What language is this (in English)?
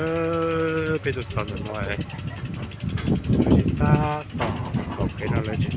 Hmong